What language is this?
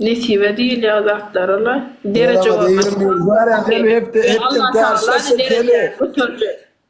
Turkmen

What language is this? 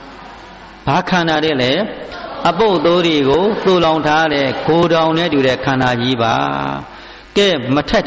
Burmese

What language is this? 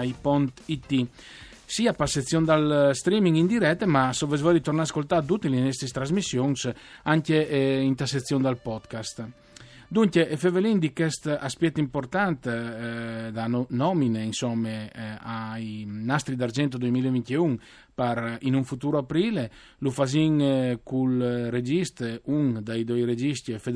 Friulian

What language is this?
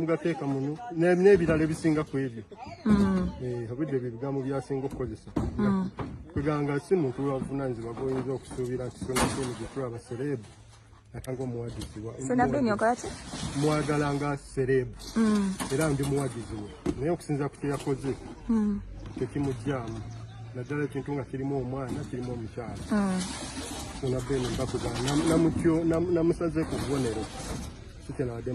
Ganda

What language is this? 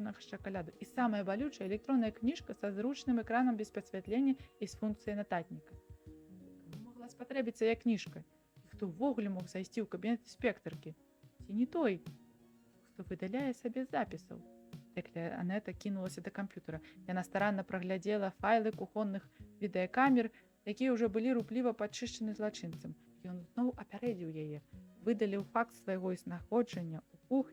Belarusian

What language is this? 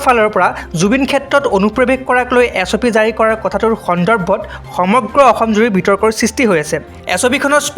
Assamese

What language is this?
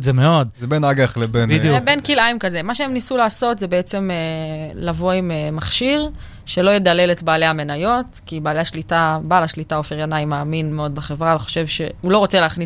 Hebrew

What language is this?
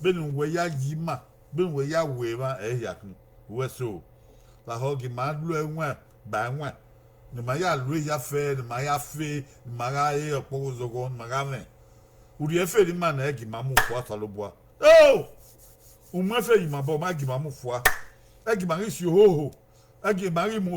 Bini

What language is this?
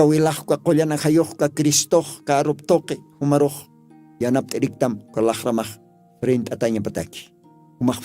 Aymara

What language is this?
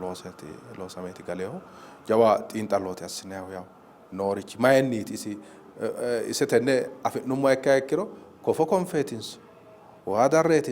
Sidamo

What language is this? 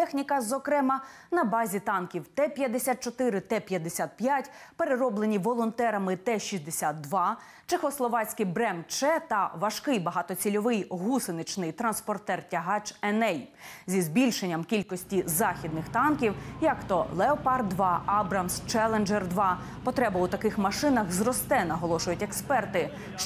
Ukrainian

